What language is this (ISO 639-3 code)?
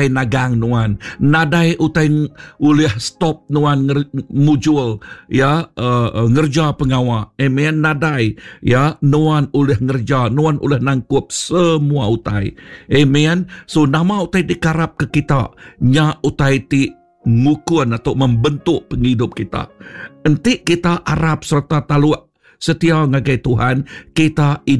iba